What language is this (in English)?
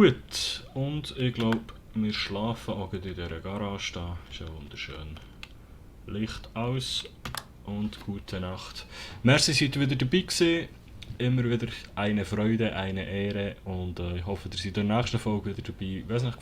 Swiss German